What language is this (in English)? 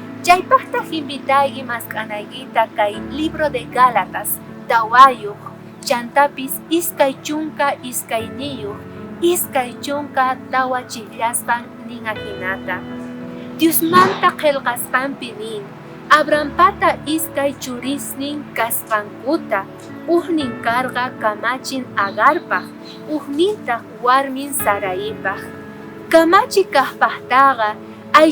South Bolivian Quechua